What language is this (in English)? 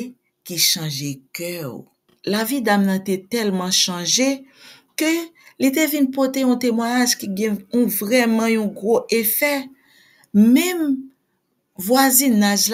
Haitian Creole